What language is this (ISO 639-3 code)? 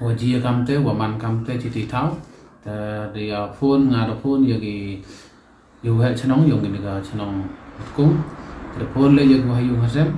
pbv